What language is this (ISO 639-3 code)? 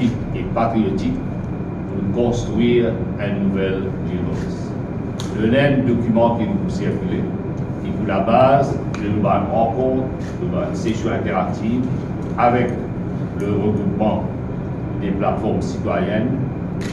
mfe